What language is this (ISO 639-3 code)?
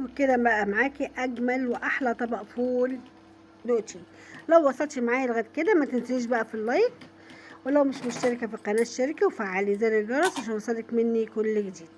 arz